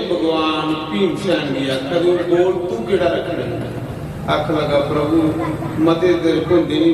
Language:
Dogri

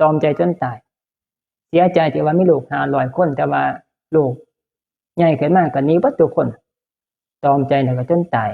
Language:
Northeastern Thai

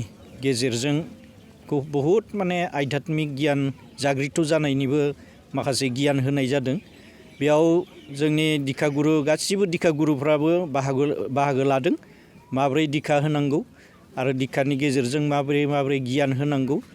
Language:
Bodo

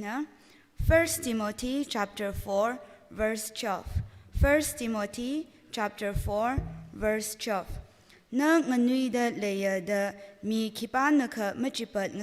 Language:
Tangkhul Naga (India)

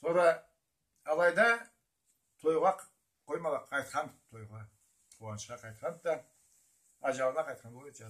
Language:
Karachay-Balkar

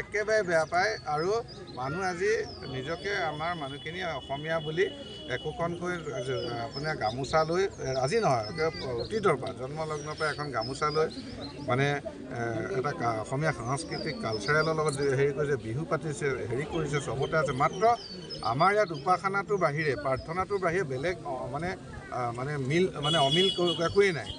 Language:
Assamese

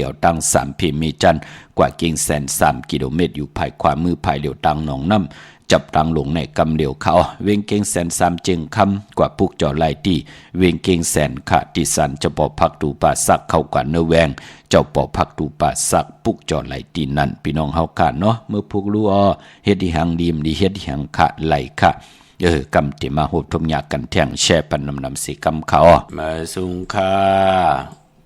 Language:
Shan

